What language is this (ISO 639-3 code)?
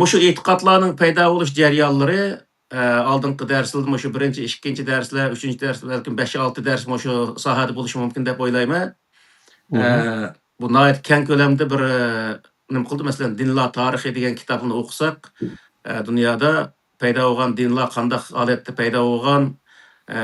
uig